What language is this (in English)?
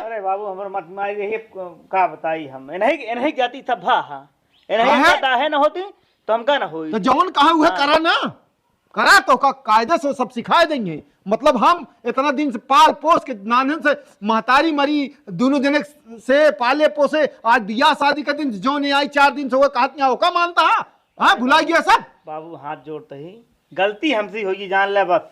Awadhi